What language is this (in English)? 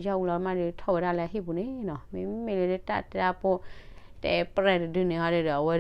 S'gaw Karen